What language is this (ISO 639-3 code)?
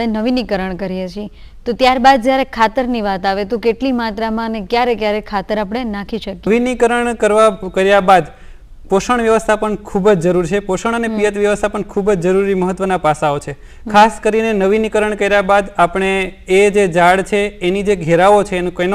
guj